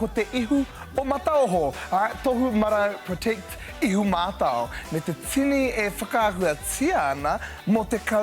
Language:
Māori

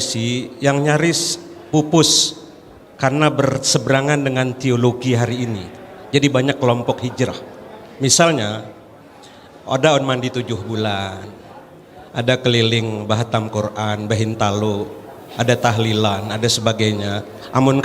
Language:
Banjar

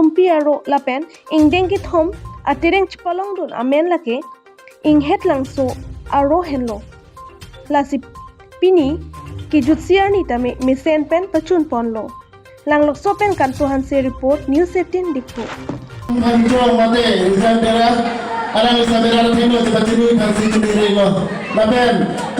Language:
Karbi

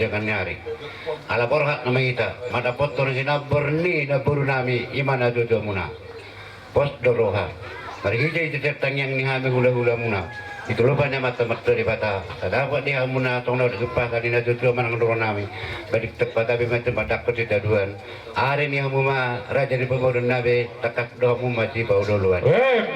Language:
Batak Toba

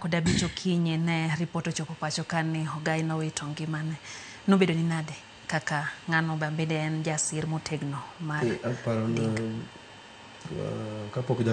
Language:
Luo (Kenya and Tanzania)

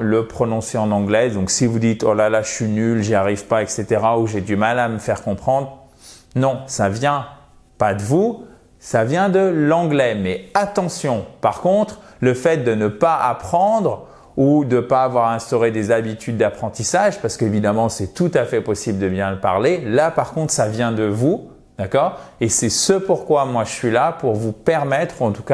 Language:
French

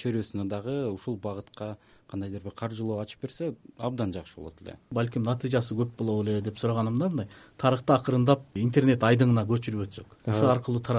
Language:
Kyrgyz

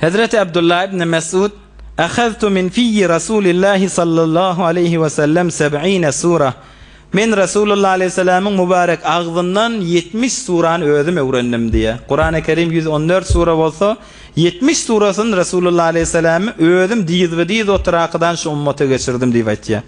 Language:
Turkmen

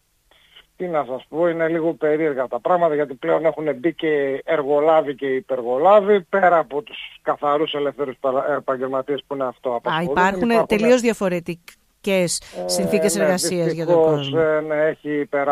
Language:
Greek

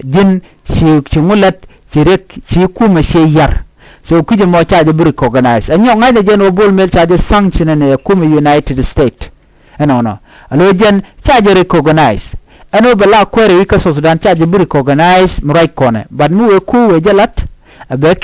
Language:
Nuer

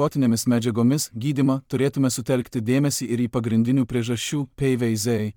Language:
Lithuanian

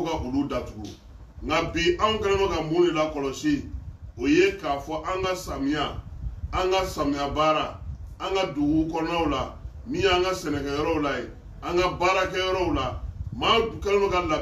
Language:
Bambara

